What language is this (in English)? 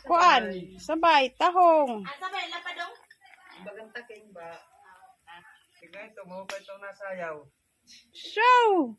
Waray